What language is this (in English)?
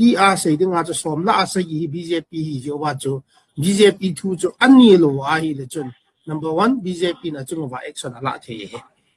Thado Chin